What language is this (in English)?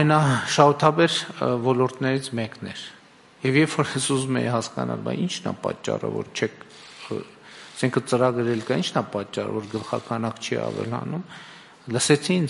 Armenian